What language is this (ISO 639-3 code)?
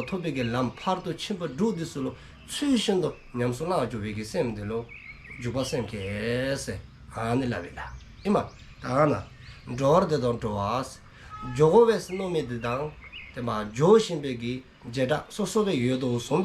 dzo